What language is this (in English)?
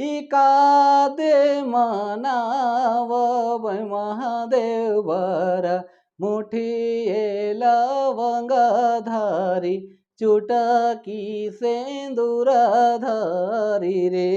Sadri